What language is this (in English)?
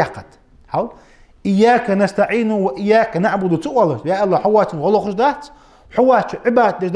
Ingush